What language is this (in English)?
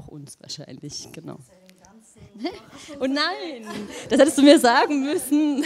German